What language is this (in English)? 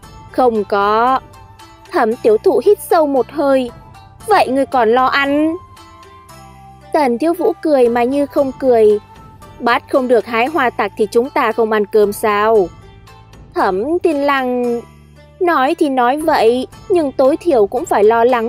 Vietnamese